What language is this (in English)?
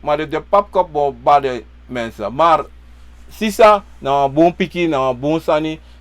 Sranan Tongo